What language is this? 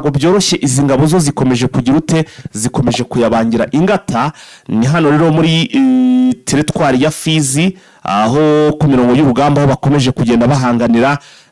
Kinyarwanda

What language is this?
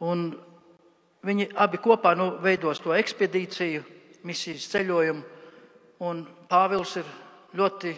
Latvian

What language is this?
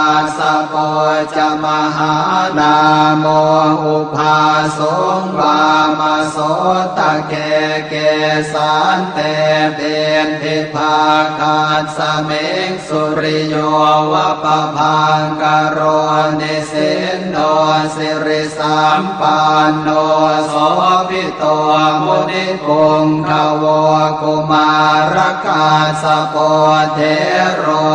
Pali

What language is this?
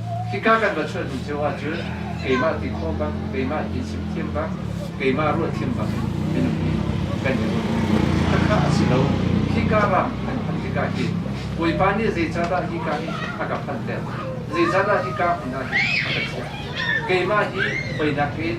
Hakha Chin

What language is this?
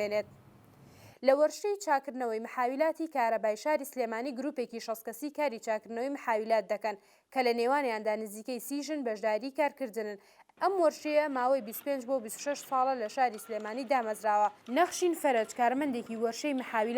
Central Kurdish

